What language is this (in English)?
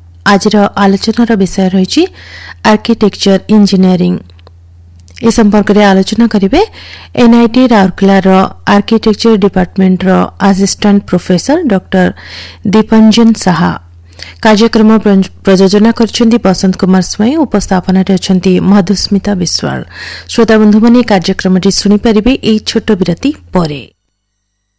Odia